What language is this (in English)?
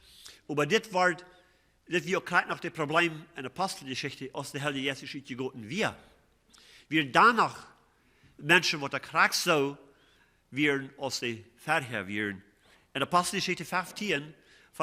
Plautdietsch